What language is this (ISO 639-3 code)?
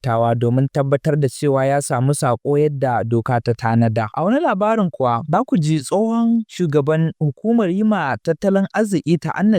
hau